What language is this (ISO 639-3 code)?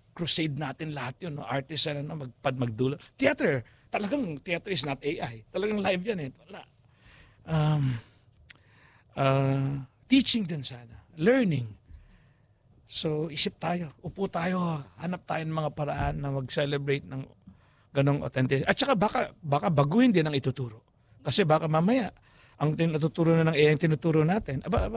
fil